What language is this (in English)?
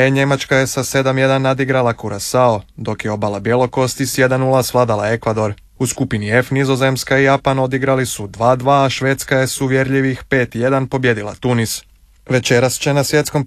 Croatian